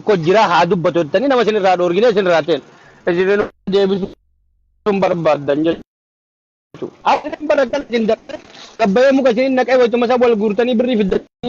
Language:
Oromo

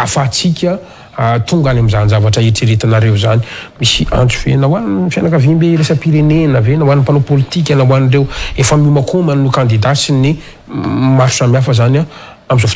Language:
Malagasy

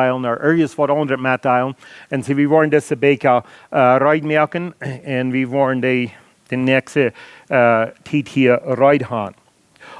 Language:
Plautdietsch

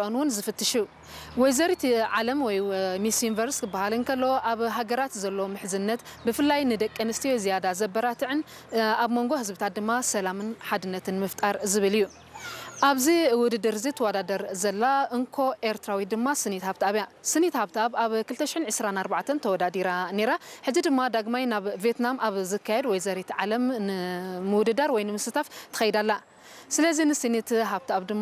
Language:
Tigrinya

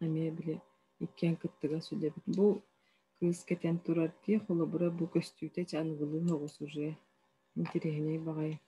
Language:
Yakut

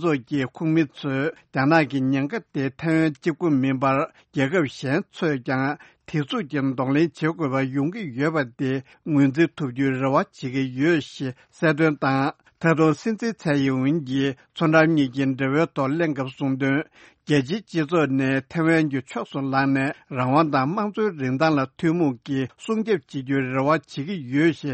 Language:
Tibetan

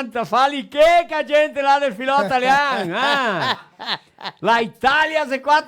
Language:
Venetian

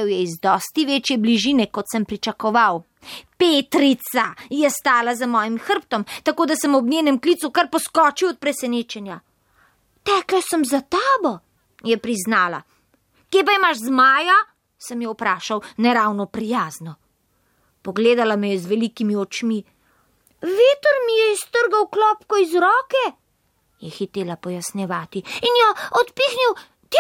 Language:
Slovenian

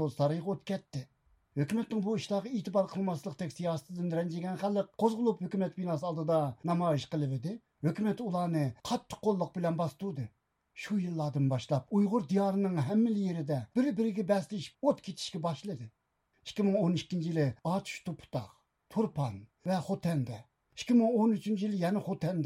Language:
Uyghur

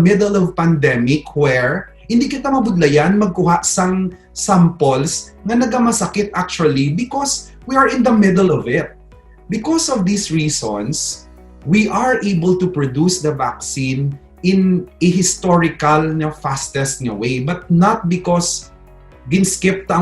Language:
Hiligaynon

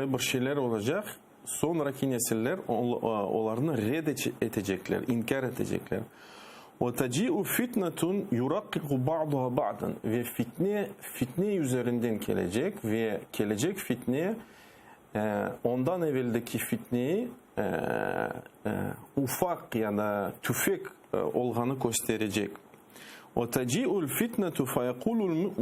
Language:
Crimean Tatar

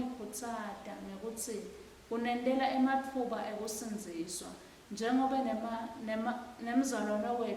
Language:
Swati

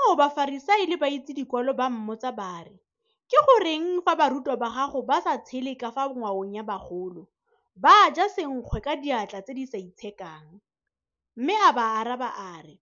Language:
Tswana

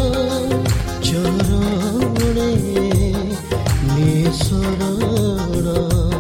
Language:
Odia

